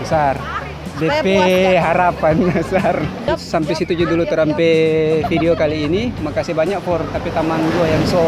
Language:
Manado Malay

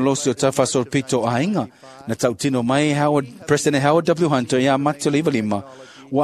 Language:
Samoan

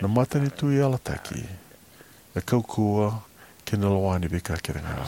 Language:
Fijian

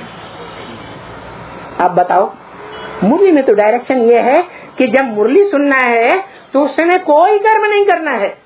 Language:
Hindi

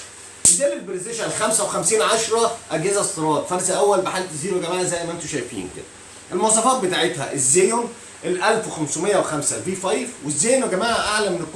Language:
Egyptian Arabic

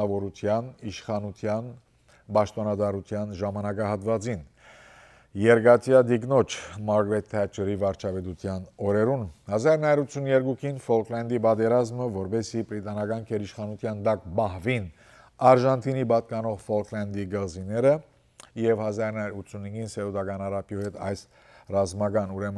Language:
Western Armenian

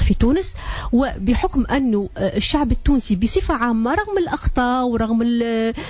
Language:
Tunisian Arabic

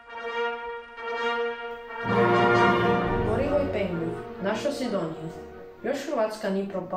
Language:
Croatian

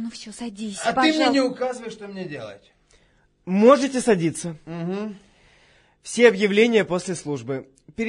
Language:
Russian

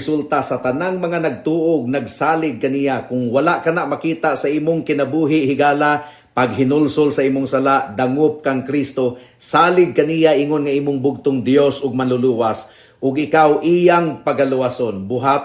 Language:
Cebuano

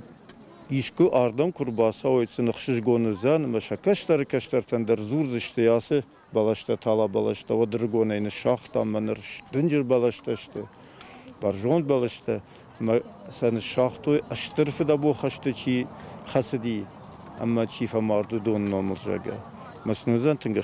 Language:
Ossetic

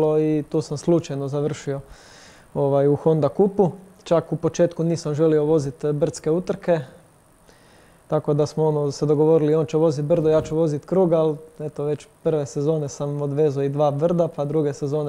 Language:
Croatian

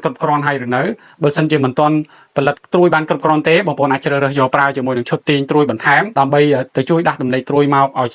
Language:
Khmer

